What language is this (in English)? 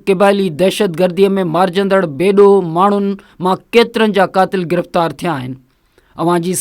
Sindhi